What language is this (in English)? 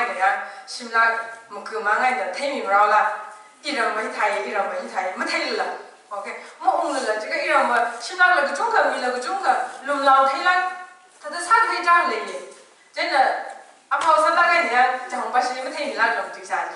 Tangkhul Naga (India)